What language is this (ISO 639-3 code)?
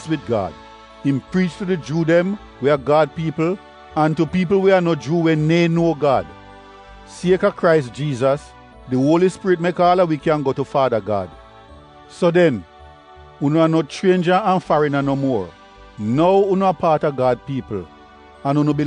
jam